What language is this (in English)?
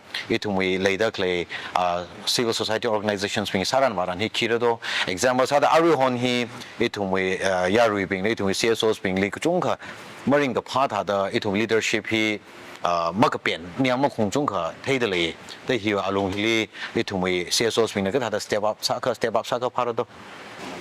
Tangkhul Naga (India)